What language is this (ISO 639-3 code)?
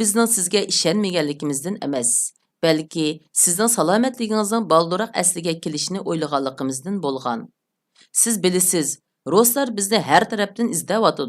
uig